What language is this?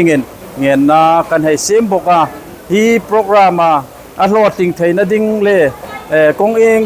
Hmar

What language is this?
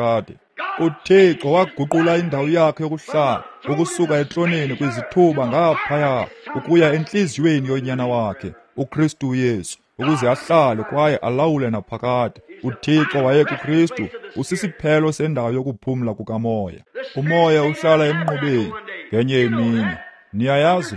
Xhosa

